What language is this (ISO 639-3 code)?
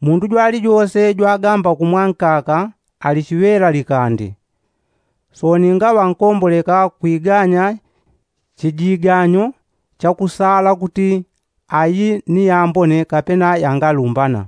yao